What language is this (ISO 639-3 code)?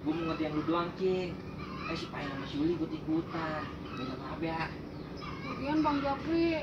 bew